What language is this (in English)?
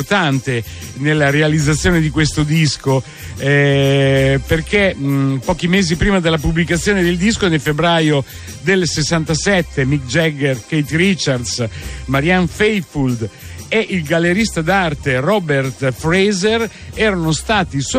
Italian